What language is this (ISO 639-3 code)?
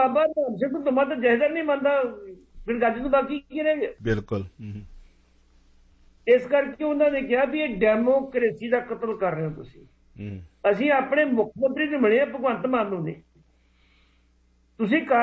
pan